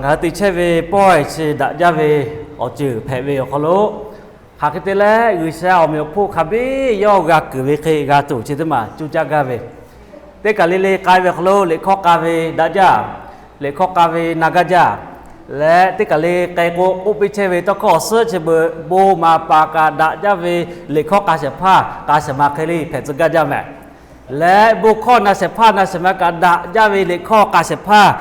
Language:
Lahu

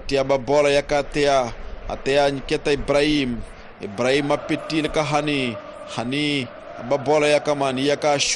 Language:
Tsonga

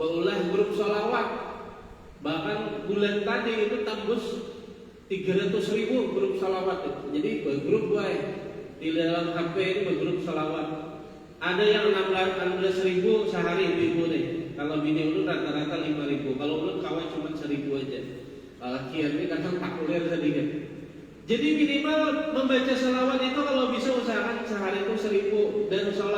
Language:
Banjar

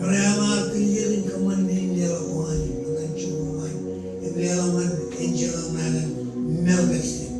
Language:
Marshallese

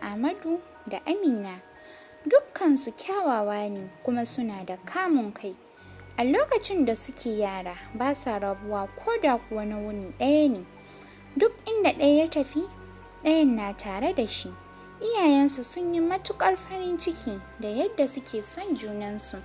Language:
Hausa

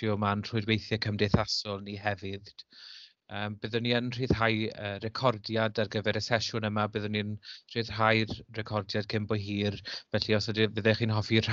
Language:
Welsh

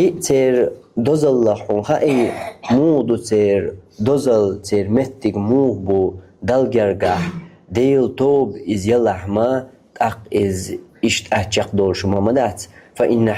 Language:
Chechen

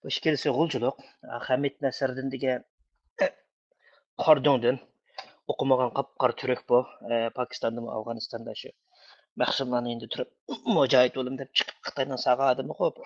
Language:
Uyghur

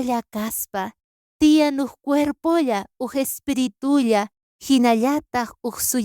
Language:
South Bolivian Quechua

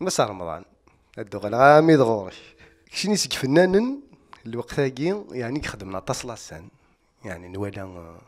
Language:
Kabyle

